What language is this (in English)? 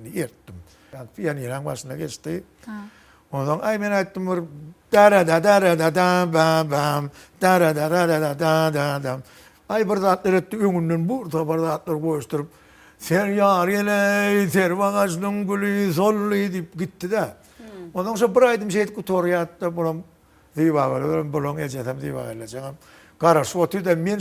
Turkmen